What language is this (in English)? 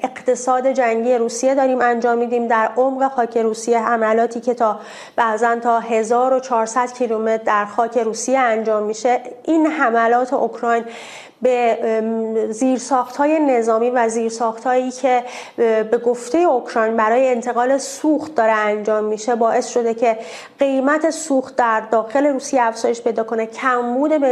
Persian